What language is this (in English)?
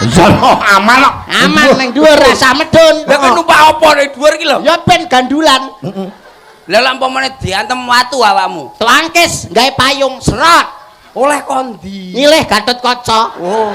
Javanese